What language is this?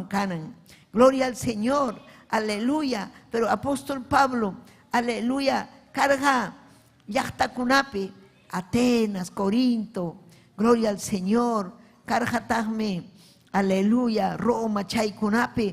Ayacucho Quechua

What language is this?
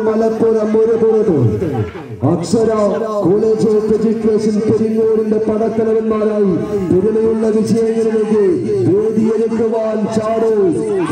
Malayalam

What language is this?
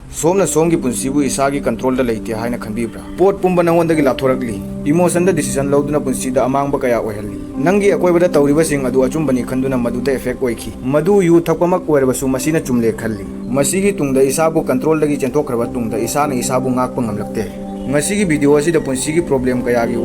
Manipuri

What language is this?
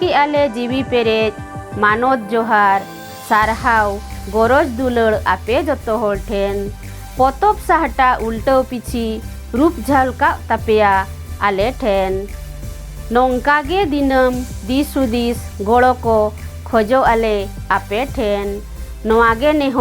Santali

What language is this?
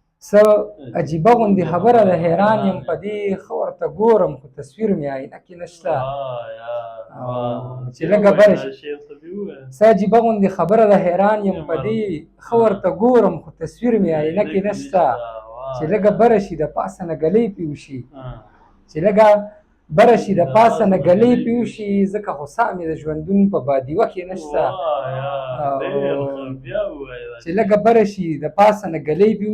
Pashto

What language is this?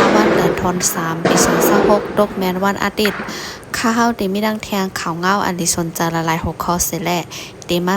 Shan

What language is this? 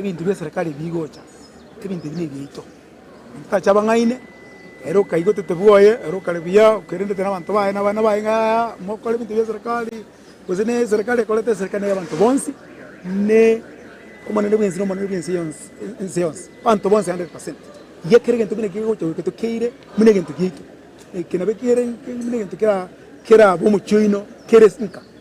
Gusii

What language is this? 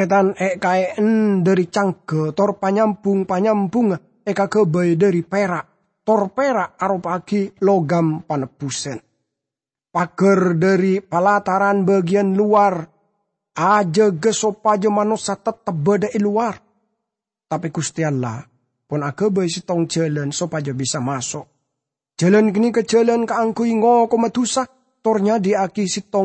Madurese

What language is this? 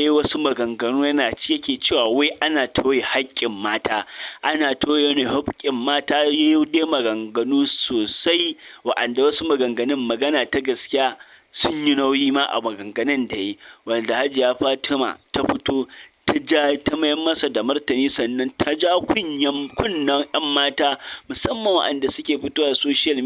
Hausa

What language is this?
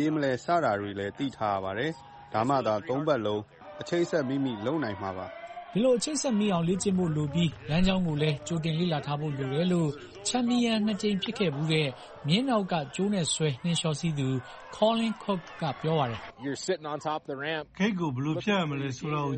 Burmese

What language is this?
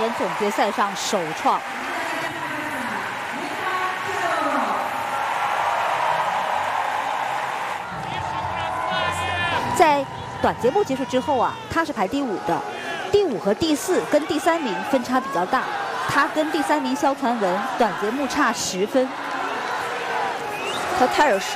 Chinese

